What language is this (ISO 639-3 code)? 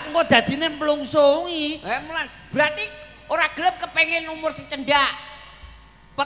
jav